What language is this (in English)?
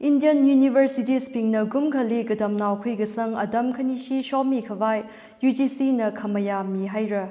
Tangkhul Naga (India)